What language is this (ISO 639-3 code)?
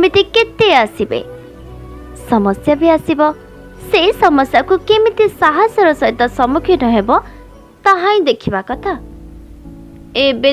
ori